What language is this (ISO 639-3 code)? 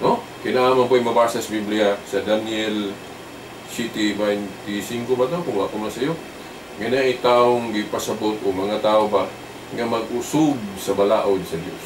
ceb